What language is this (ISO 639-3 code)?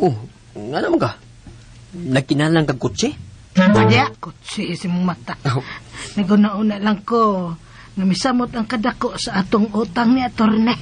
ceb